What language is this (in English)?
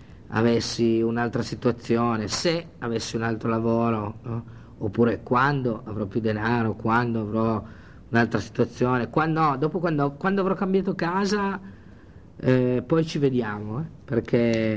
Italian